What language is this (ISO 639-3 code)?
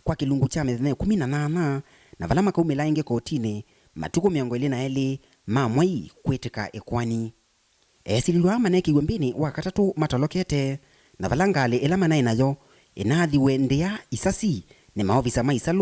kam